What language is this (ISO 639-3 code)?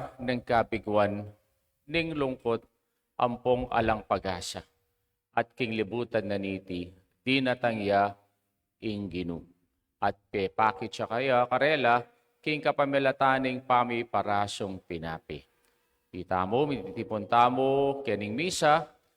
pam